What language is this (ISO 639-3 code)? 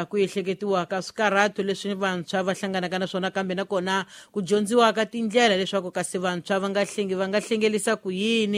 tso